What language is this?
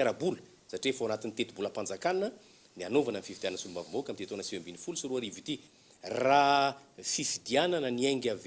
Malagasy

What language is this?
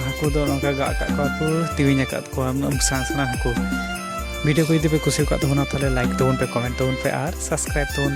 Santali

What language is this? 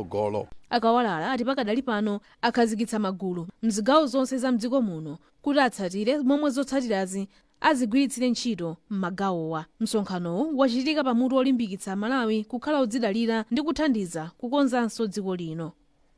Nyanja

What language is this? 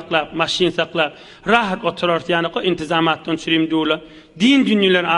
Turkmen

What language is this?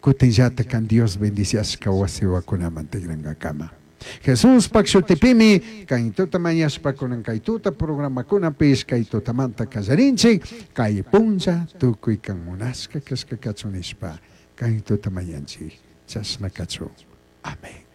Chimborazo Highland Quichua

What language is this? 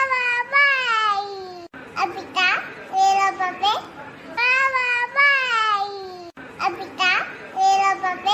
Guarani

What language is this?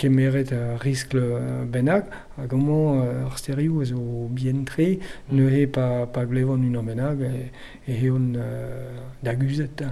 Breton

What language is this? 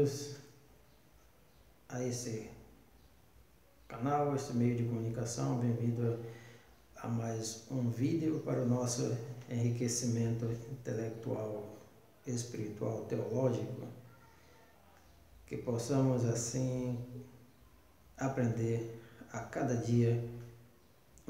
Portuguese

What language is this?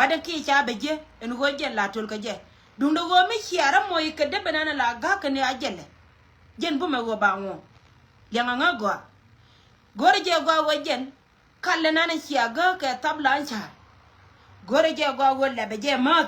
Nuer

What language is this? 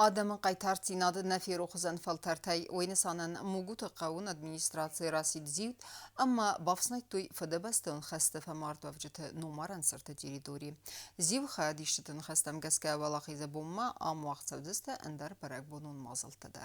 Ossetic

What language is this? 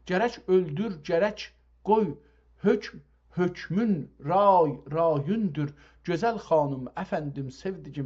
South Azerbaijani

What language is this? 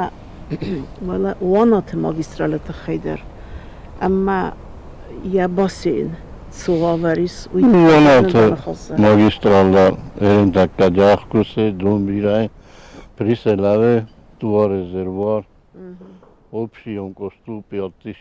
Ossetic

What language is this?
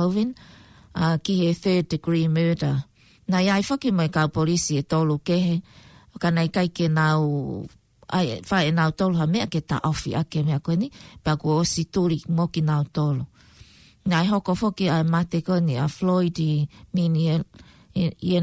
Tongan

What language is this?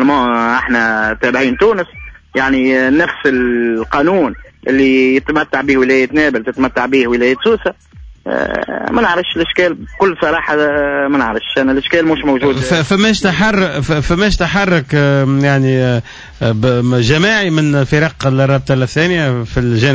Tunisian Arabic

